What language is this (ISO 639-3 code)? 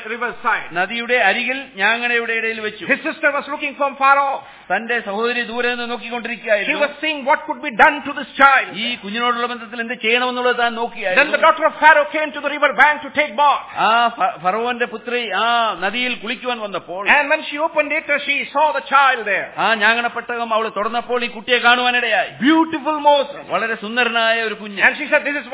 mal